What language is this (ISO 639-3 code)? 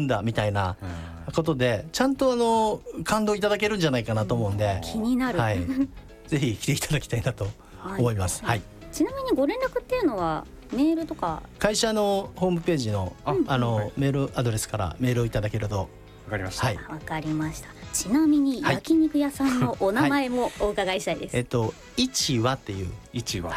jpn